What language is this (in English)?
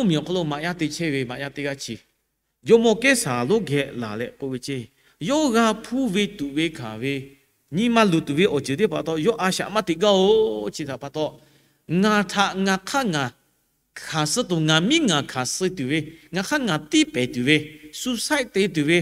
Lahu